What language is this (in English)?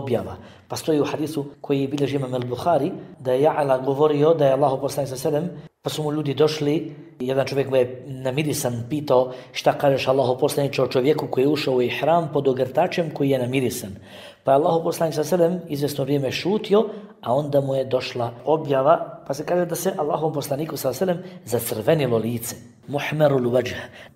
Bosnian